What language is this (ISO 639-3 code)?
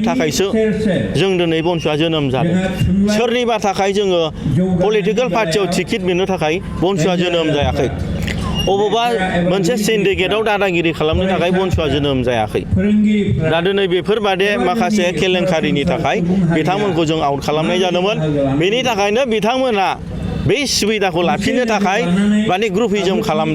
brx